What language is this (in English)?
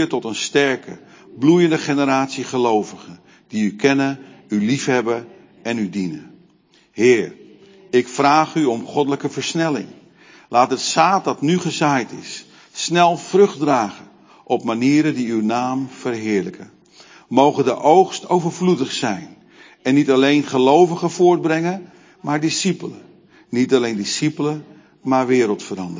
Dutch